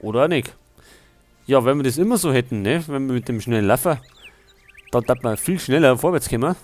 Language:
Bavarian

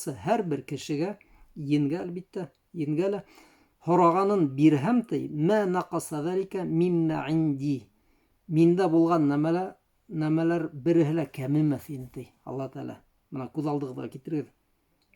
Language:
Bashkir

